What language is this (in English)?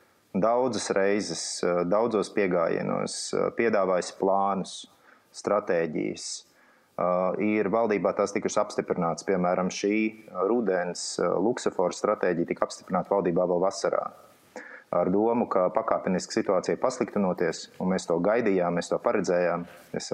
Latvian